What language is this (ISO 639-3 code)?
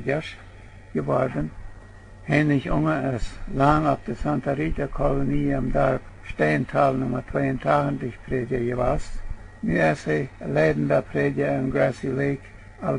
pdt